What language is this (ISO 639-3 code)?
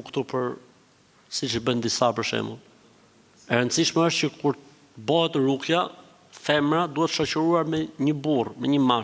sqi